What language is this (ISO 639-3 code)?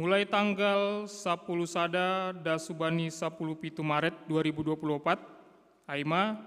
bts